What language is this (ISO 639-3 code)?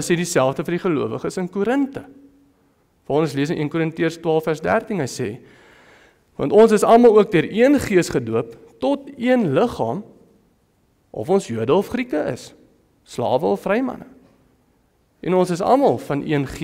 afr